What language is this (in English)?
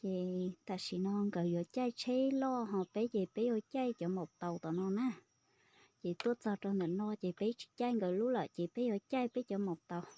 Hmong